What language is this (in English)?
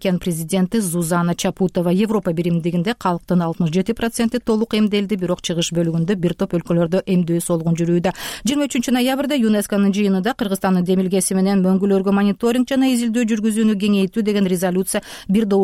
Kyrgyz